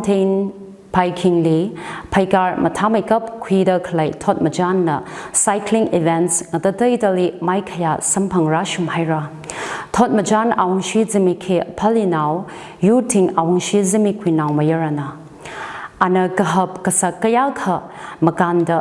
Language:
Tangkhul Naga (India)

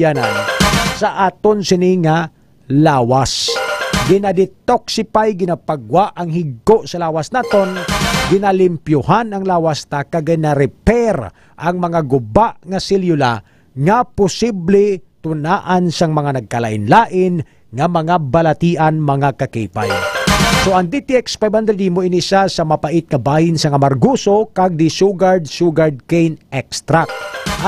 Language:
Hiligaynon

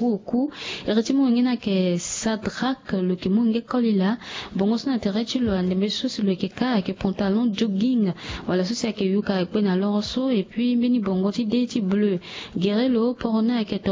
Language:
Sango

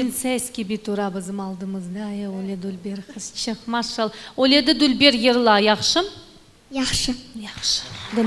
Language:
Crimean Tatar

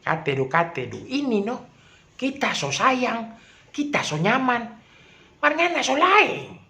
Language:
Manado Malay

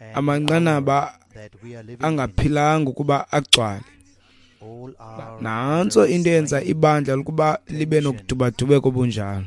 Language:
Xhosa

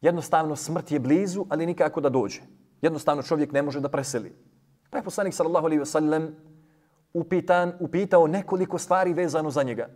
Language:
Bosnian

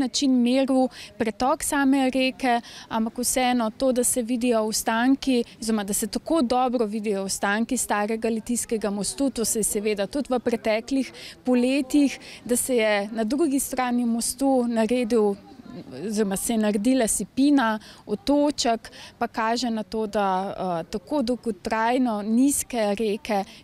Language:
Slovenian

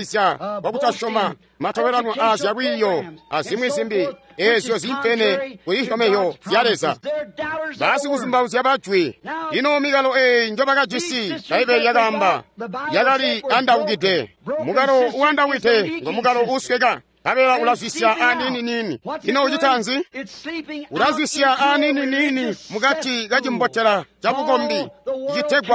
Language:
Tonga (Zambia)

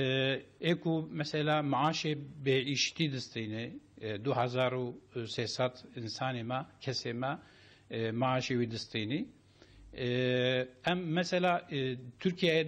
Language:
Kurdish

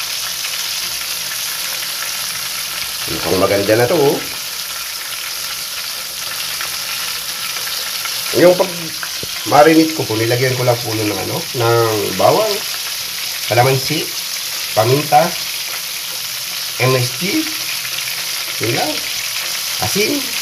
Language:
Filipino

